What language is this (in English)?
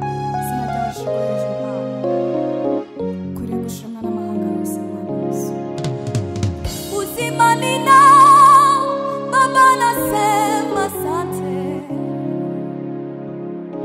Kinyarwanda